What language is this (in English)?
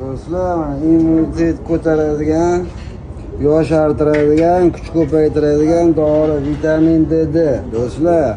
Uzbek